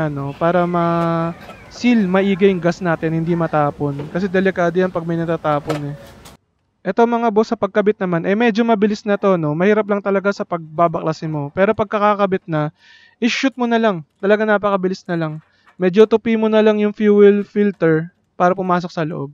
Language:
Filipino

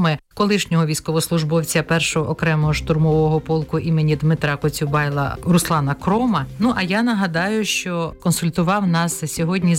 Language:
Ukrainian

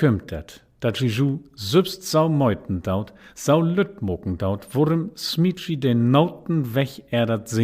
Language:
Low German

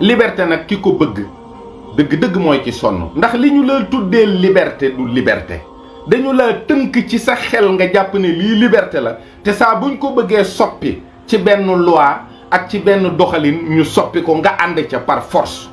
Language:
Wolof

